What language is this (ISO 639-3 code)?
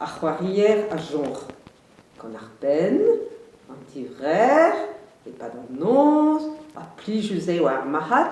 bre